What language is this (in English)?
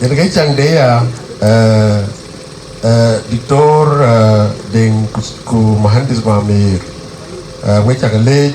Dinka